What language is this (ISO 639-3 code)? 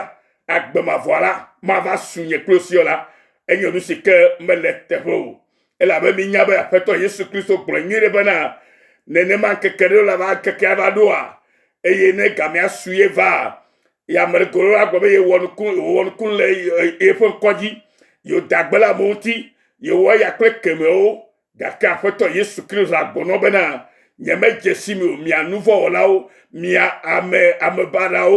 ewe